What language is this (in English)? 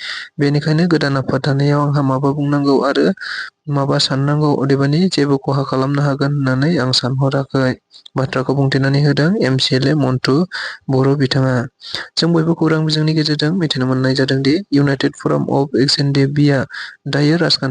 Bodo